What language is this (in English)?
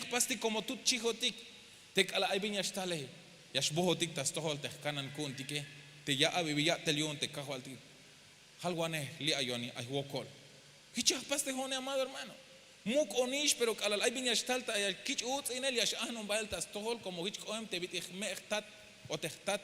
Tzeltal